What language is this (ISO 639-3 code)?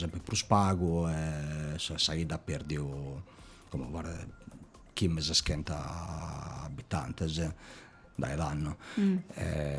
srd